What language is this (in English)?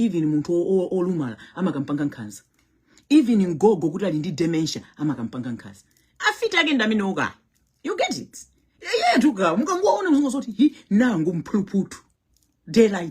Nyanja